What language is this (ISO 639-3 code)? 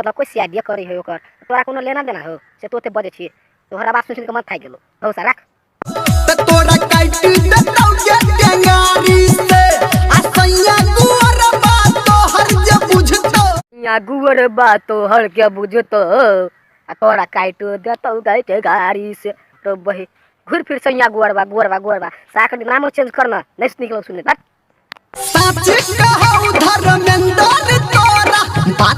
mai